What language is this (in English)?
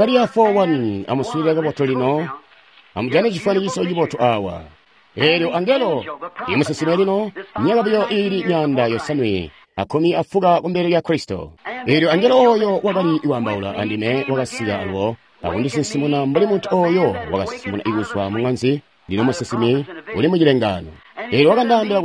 Tonga (Zambia)